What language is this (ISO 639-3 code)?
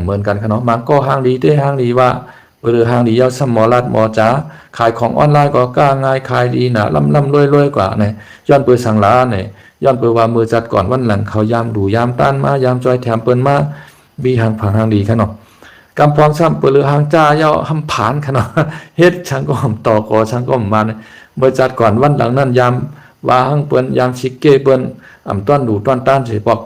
shn